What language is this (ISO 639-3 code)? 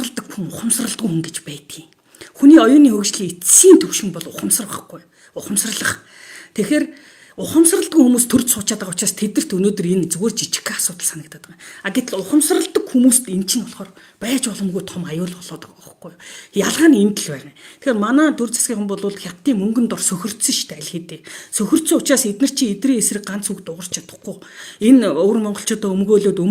mon